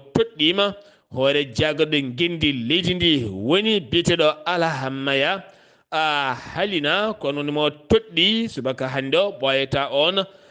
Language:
Fula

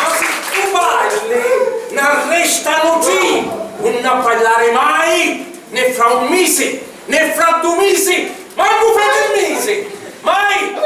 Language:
Sicilian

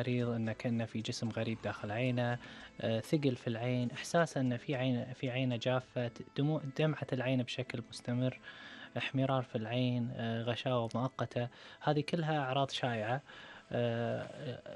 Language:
Arabic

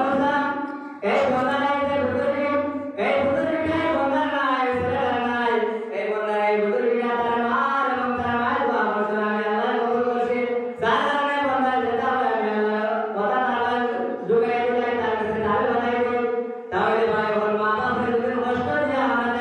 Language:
Sylheti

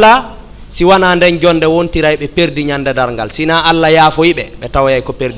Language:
Fula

